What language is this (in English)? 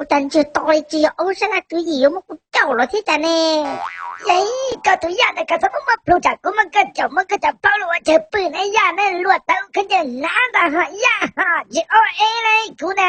Hmong